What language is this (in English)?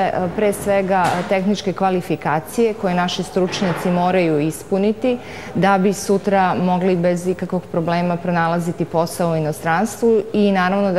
Serbian